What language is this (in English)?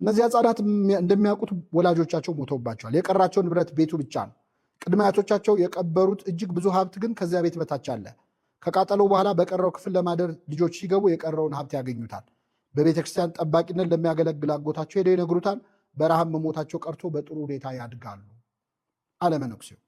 Amharic